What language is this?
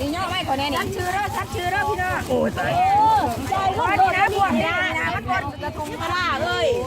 Lao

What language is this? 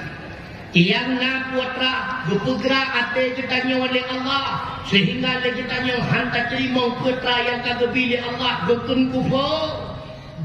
Achinese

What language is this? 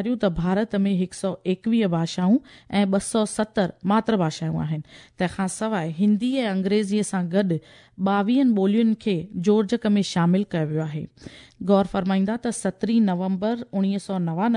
Sindhi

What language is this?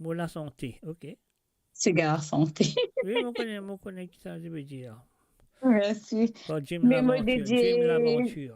Morisyen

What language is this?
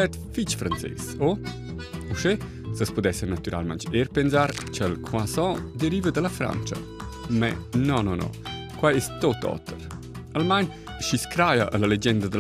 Romansh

